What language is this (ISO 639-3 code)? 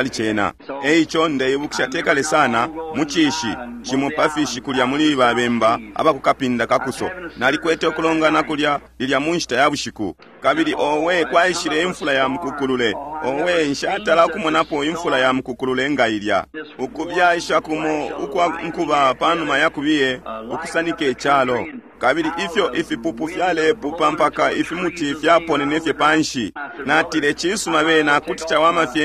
bem